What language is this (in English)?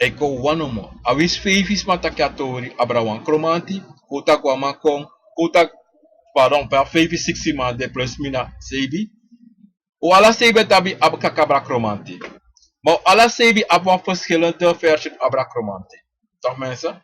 Sranan Tongo